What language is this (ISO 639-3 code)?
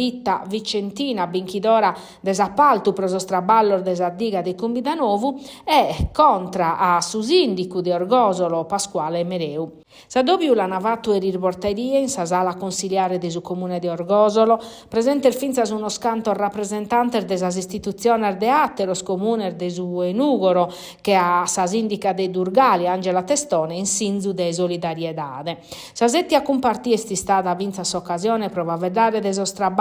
srd